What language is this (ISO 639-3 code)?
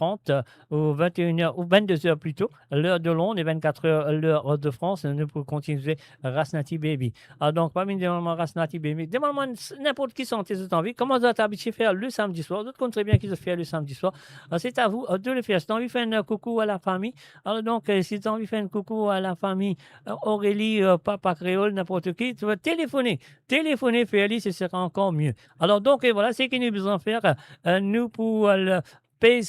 mfe